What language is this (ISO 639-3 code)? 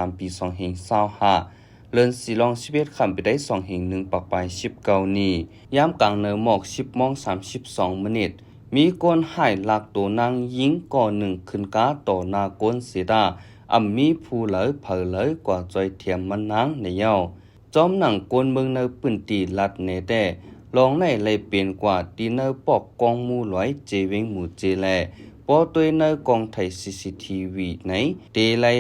shn